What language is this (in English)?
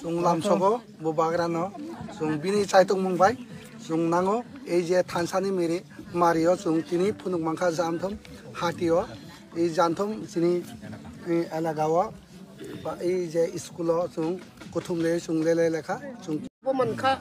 Kok Borok